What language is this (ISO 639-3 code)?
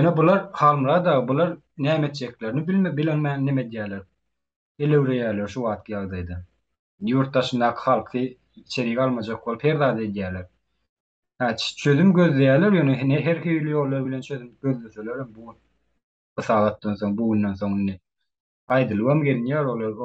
tuk